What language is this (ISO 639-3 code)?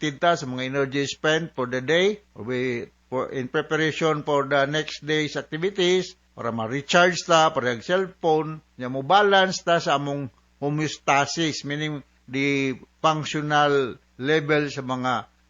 ceb